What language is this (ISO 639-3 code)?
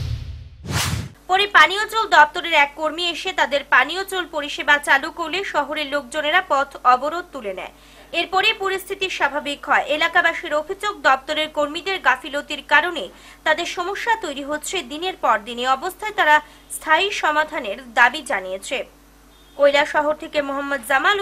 ben